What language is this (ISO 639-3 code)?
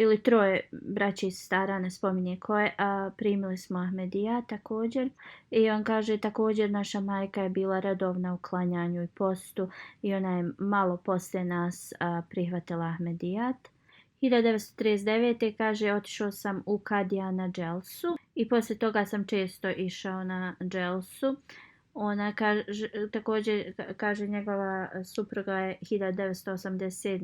bos